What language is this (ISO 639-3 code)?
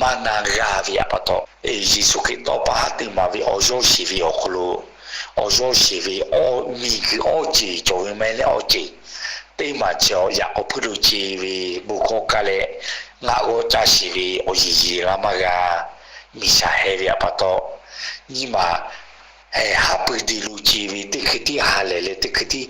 lhu